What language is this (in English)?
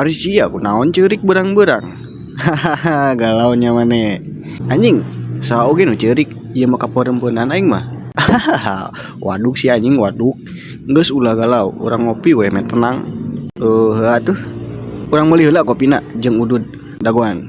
Sundanese